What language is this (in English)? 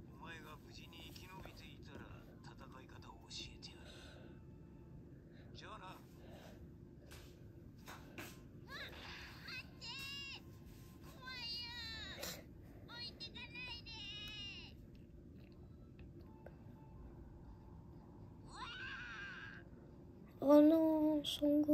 Japanese